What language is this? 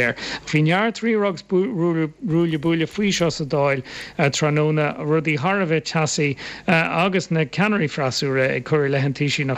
Irish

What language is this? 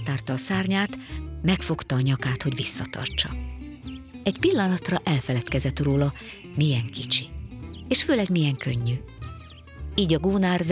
Hungarian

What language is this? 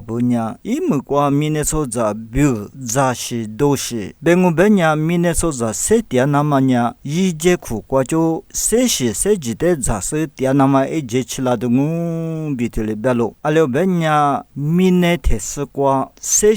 Lisu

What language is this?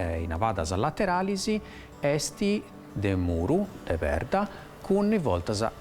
Sardinian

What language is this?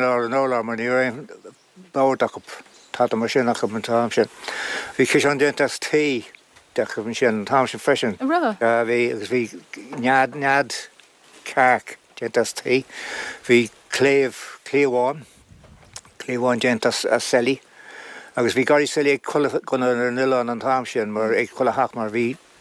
Irish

